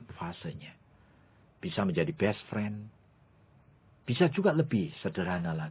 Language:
Indonesian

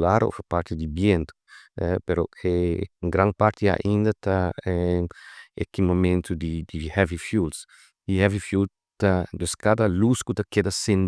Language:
Papiamento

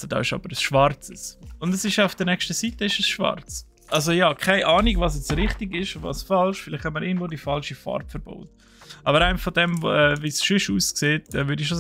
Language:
Swiss German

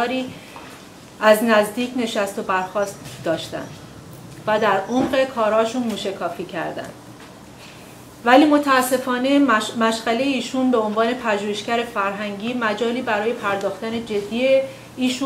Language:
Persian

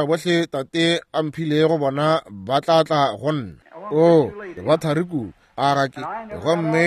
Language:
Northern Sotho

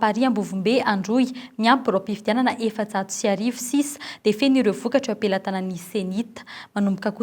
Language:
Malagasy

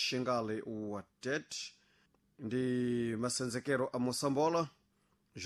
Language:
Sena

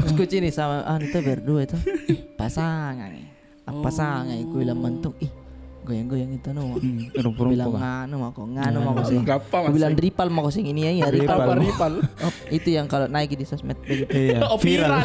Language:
Makassar Malay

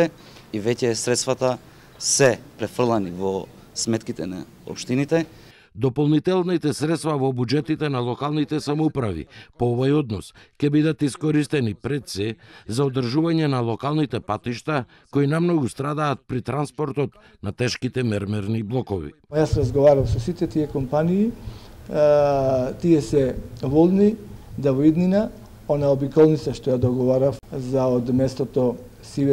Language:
Macedonian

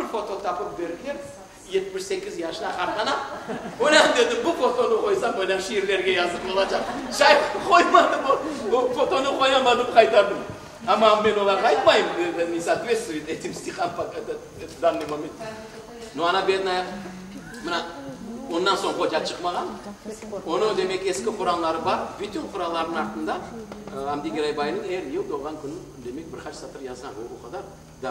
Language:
Crimean Tatar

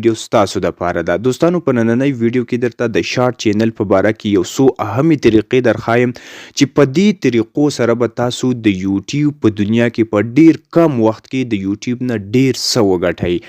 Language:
Pashto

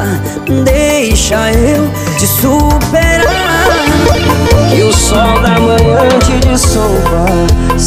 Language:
Portuguese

